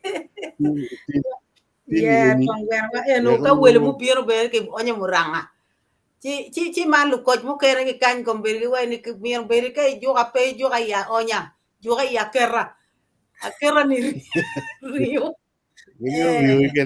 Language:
Acoli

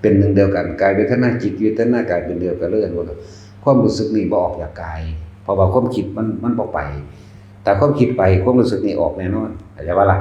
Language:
Northeastern Thai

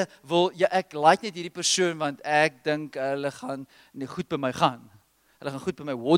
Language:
Afrikaans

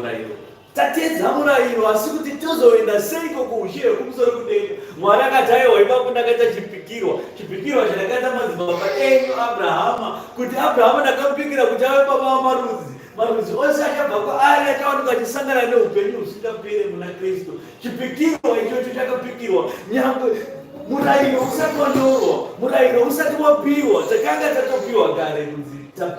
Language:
Shona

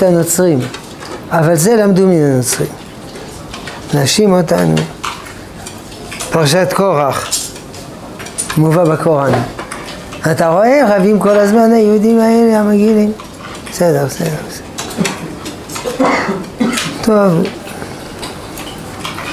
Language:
Hebrew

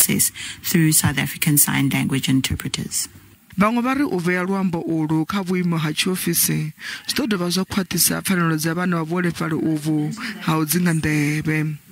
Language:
Venda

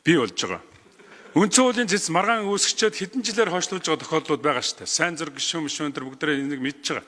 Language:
Mongolian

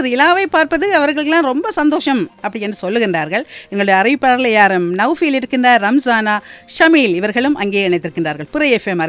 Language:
Tamil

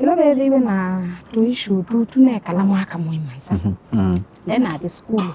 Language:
Kamba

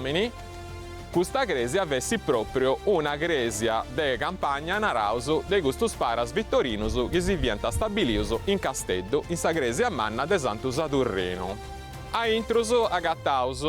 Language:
Sardinian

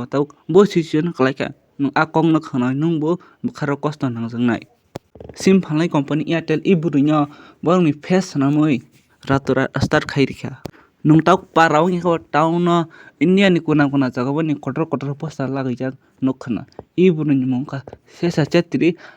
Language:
Kok Borok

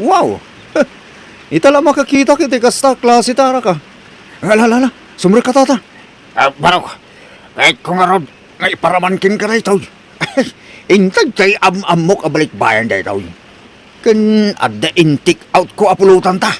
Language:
Iloko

